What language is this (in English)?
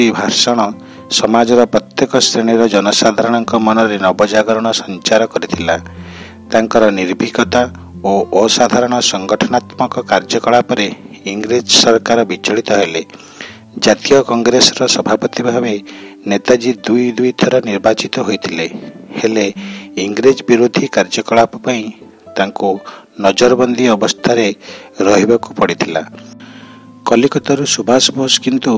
Odia